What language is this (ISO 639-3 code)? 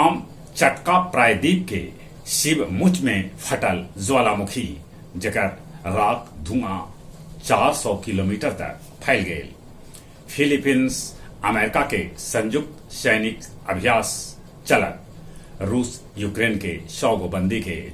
mag